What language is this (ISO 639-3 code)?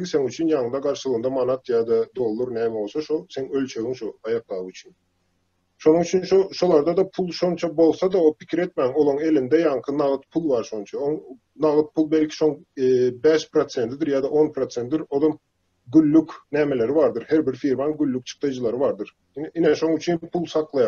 tuk